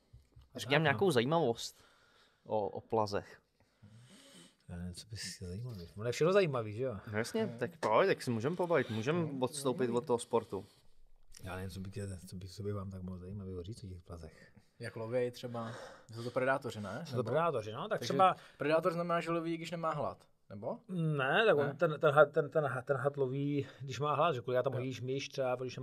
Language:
Czech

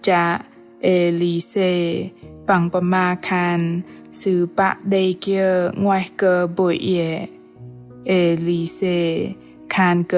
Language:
Bahnar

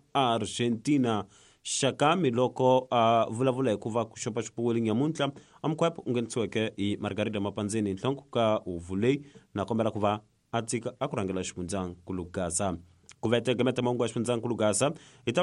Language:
Tsonga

